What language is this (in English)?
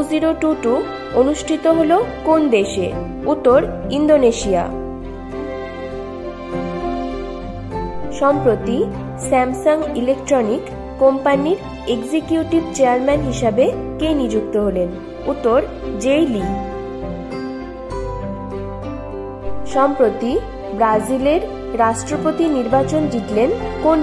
Bangla